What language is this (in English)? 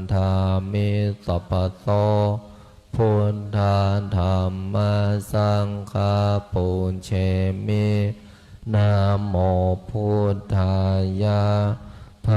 Pali